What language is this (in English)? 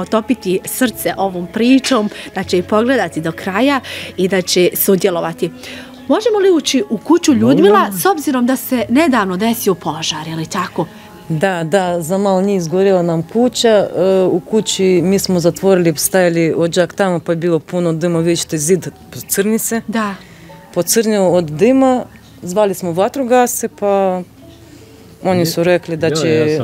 Bosnian